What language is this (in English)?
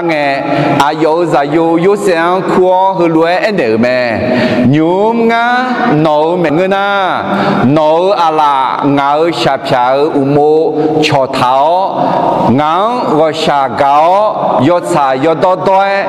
Akha